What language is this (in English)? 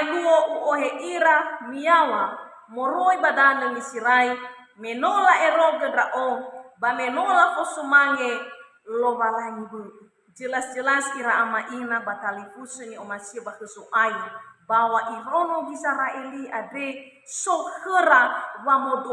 Nias